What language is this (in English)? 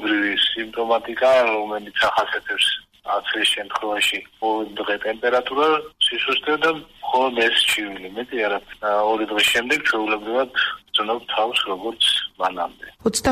Georgian